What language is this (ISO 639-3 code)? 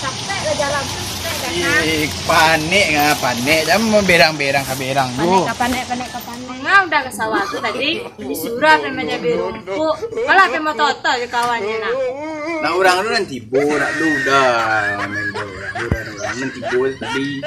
min